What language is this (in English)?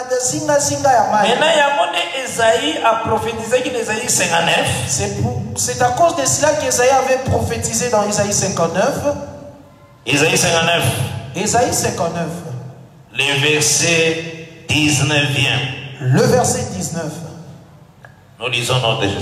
French